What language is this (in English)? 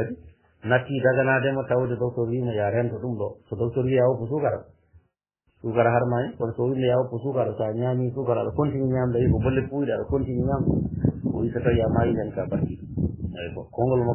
Fula